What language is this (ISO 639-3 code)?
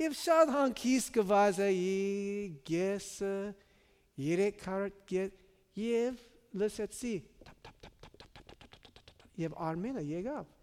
hye